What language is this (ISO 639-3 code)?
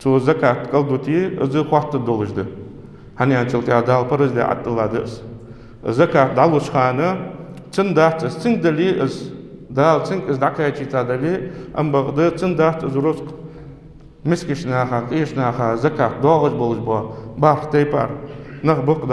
inh